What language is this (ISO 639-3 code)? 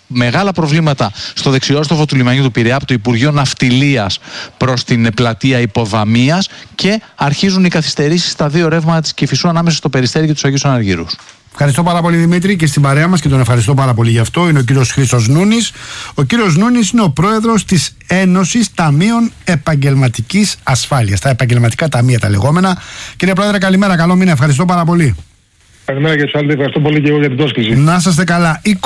ell